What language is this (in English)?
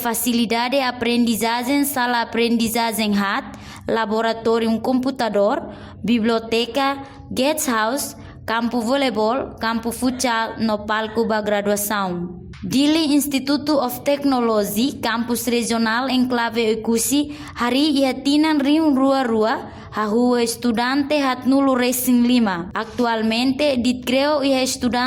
Tetum